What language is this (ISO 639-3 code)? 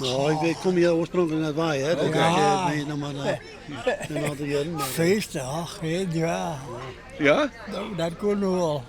fry